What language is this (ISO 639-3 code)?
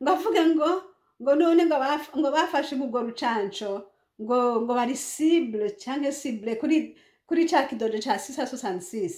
run